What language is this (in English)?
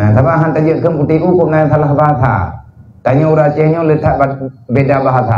Achinese